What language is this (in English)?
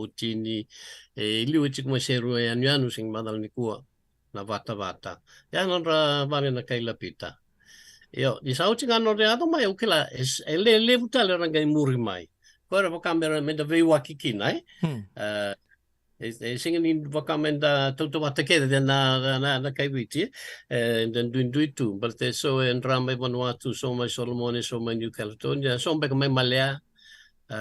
Fijian